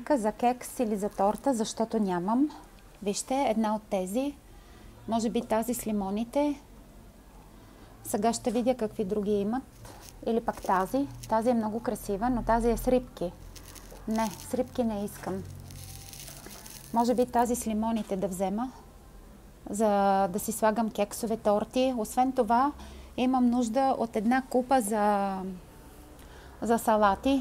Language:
Bulgarian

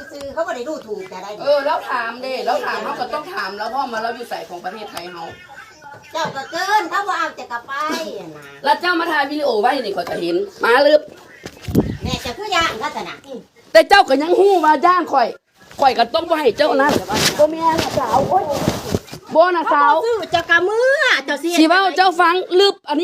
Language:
Lao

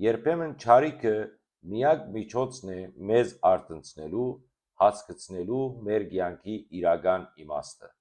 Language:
Western Armenian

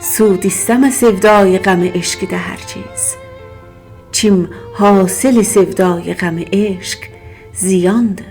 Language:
South Azerbaijani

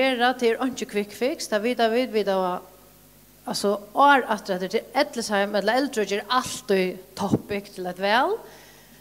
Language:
Faroese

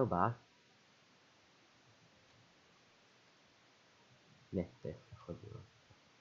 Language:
Slovak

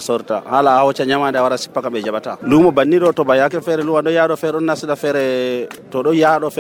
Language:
Nigerian Fulfulde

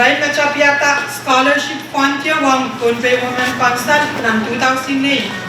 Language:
Pohnpeian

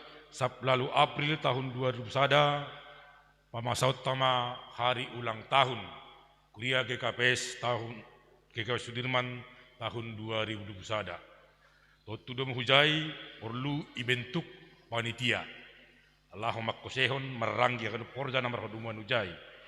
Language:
Batak Simalungun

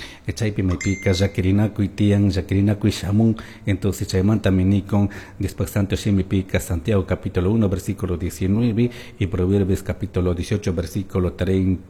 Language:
Chimborazo Highland Quichua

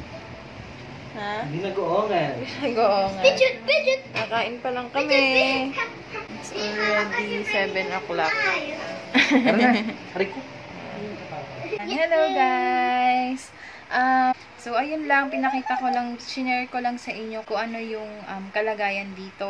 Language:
Filipino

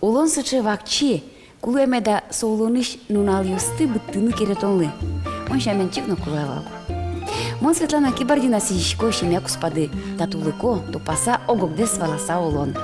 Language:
Udmurt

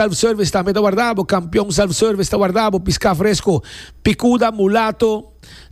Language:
Papiamento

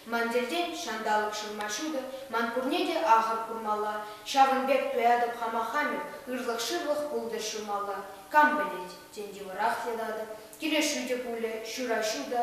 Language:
Chuvash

